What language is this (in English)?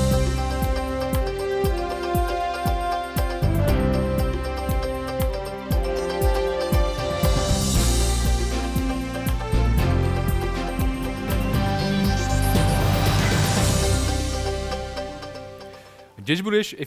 Udmurt